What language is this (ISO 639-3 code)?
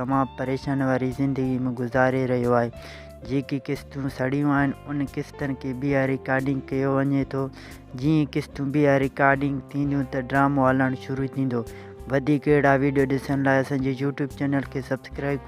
snd